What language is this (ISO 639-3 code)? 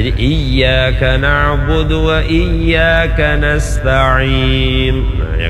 bjn